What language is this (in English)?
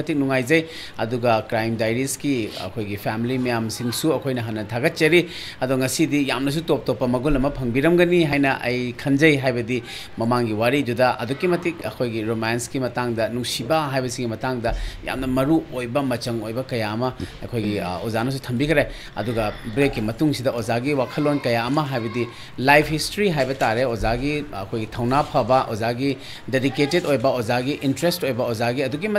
Manipuri